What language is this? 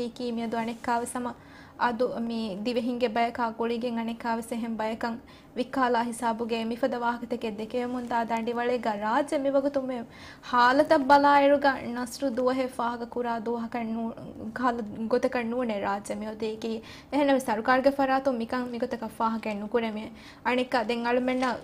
Divehi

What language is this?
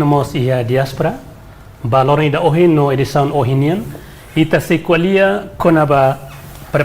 Tetum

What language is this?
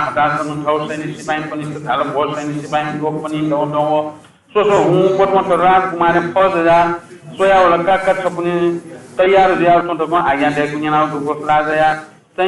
Newari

